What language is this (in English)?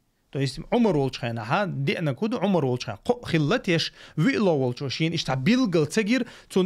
Chechen